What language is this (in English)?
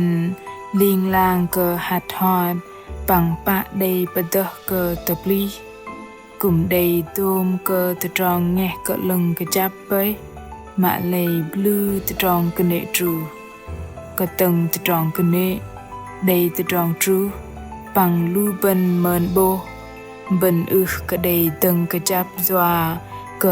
Bahnar